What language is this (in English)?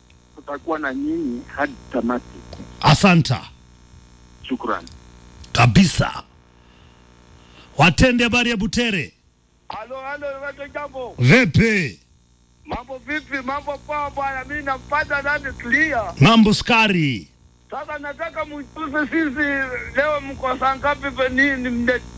Swahili